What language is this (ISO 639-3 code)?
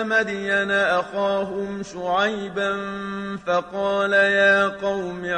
ara